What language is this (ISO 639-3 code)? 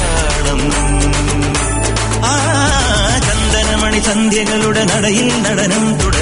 mal